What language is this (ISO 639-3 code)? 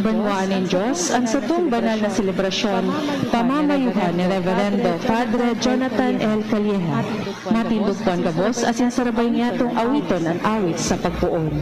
bik